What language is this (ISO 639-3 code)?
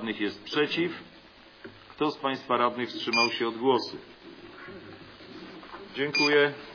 pol